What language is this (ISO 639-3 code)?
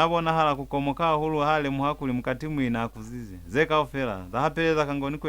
loz